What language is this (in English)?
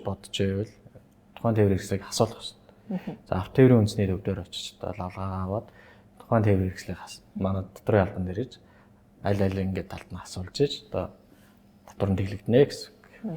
Mongolian